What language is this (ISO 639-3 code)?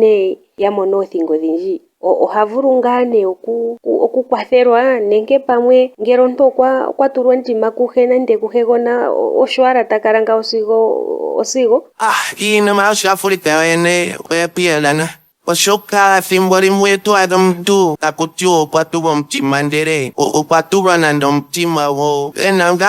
ndo